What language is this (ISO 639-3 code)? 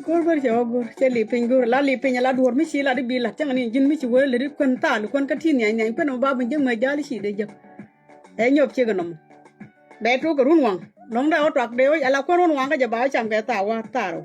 nus